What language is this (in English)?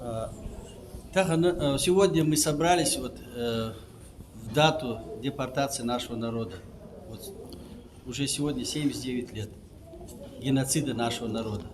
Ingush